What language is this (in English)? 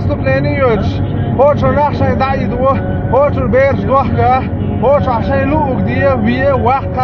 Chechen